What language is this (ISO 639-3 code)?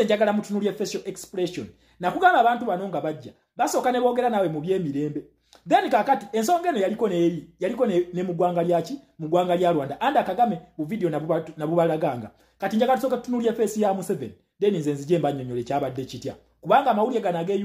lug